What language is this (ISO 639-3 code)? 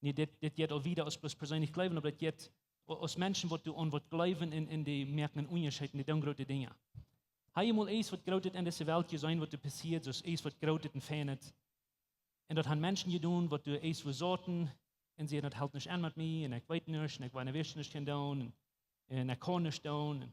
pdt